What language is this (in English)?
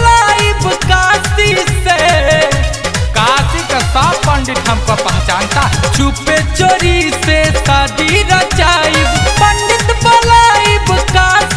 Bhojpuri